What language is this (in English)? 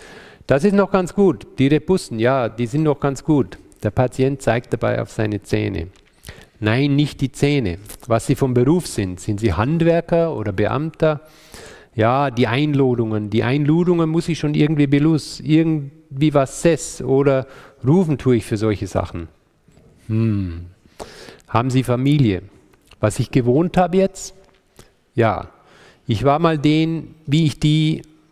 German